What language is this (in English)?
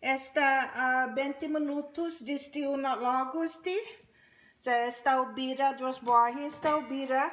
Chamorro